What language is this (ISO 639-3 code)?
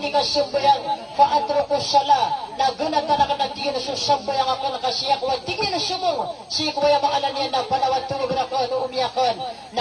mrw